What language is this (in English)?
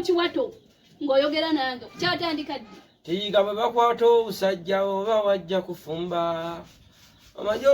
Ganda